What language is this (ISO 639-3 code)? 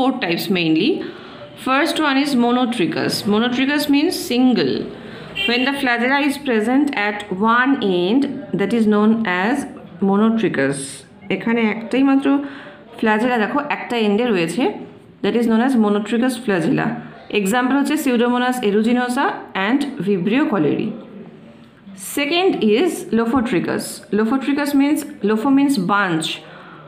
ben